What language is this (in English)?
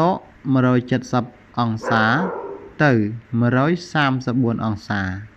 Khmer